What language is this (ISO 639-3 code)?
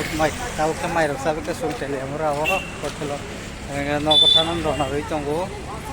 trp